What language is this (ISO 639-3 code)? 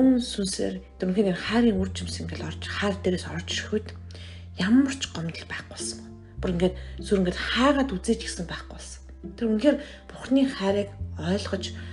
mon